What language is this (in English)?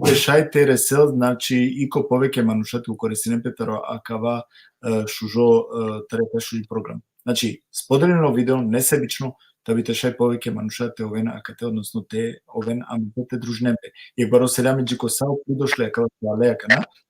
Balkan Romani